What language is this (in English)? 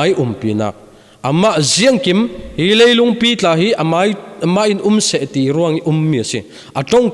Falam Chin